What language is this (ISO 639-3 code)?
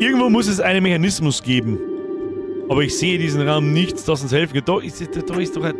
bar